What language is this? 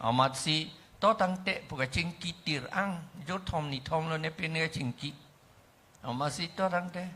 Karbi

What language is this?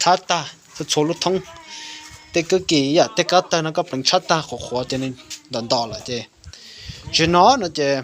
Hmong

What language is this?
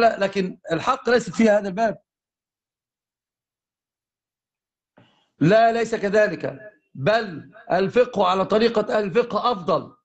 Arabic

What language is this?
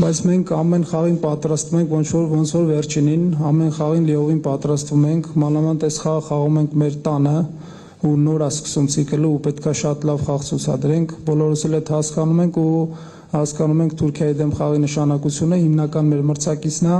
Armenian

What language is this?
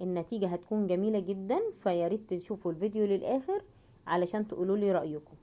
Egyptian Arabic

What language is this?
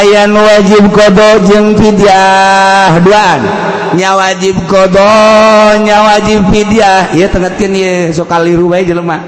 Sundanese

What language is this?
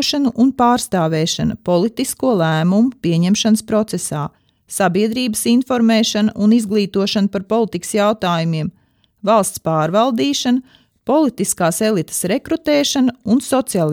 Latvian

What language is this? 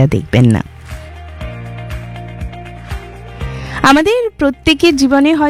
Bangla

